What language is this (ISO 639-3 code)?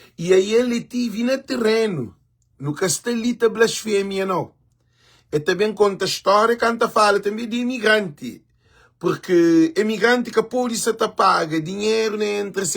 kea